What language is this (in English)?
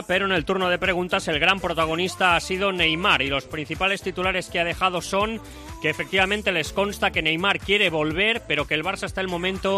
Spanish